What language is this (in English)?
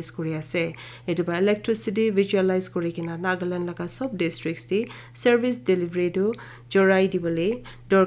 Naga Pidgin